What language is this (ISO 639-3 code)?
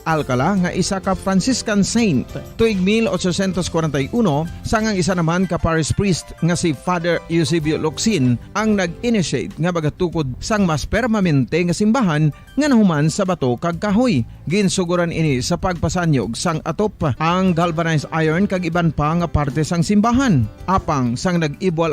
hil